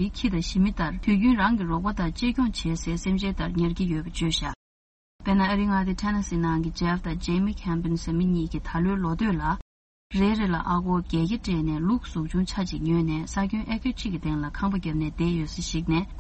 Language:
Tibetan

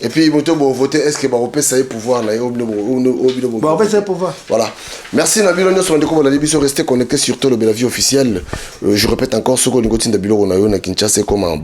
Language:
Lingala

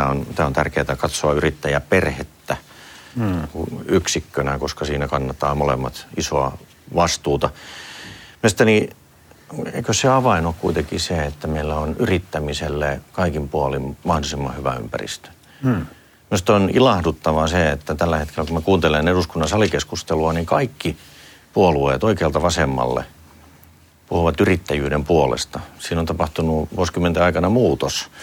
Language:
Finnish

